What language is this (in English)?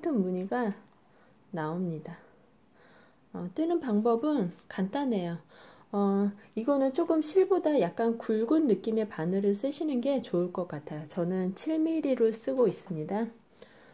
Korean